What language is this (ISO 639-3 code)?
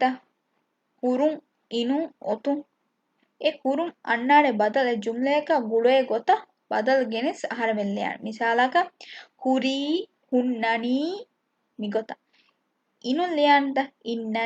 div